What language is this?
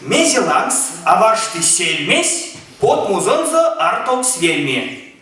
Erzya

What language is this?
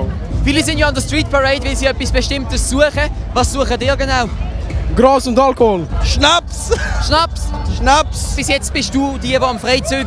Swiss German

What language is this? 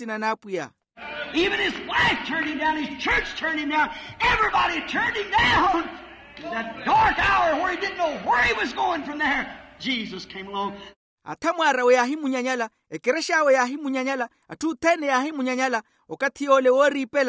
Makhuwa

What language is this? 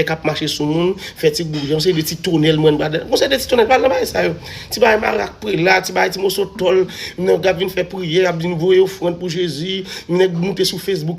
Haitian Creole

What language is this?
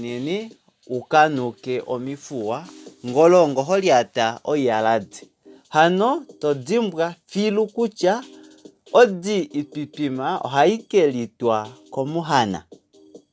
Kuanyama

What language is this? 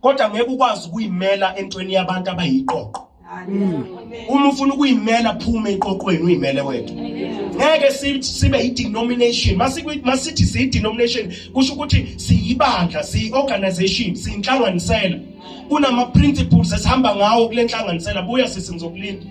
Zulu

